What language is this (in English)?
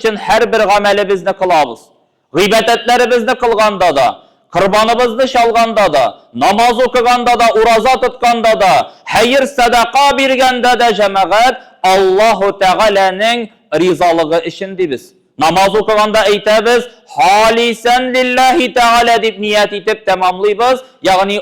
Tatar